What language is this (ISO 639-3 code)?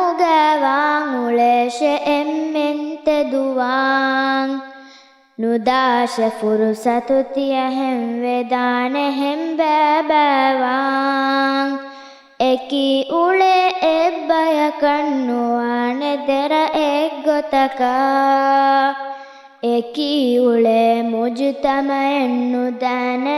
div